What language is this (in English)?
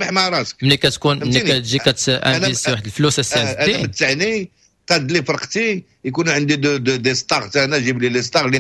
Moroccan Arabic